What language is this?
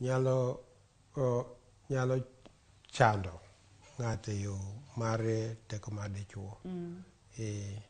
Luo (Kenya and Tanzania)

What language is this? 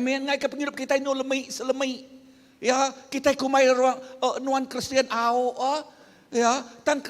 Iban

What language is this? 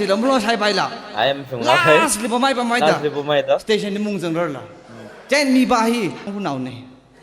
Tangkhul Naga (India)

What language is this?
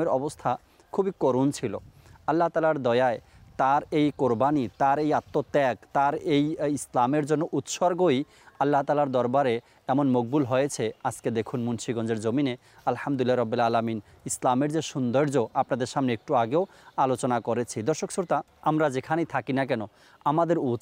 Bangla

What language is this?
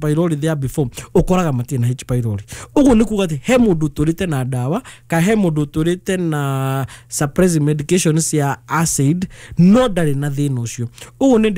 Kikuyu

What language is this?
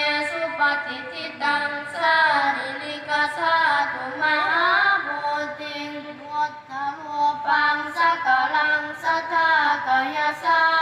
Pali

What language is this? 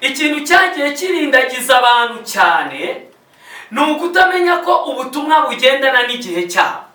Kinyarwanda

